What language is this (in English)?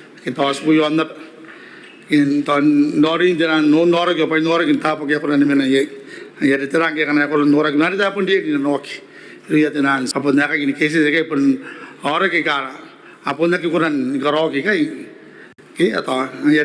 Gilbertese